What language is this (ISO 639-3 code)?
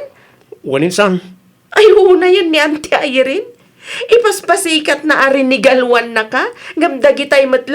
ilo